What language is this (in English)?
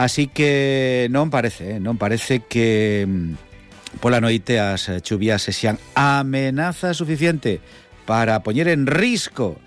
Galician